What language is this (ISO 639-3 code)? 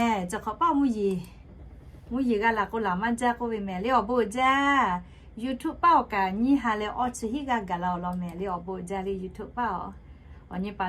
lhu